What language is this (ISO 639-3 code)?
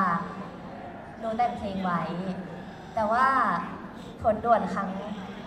tha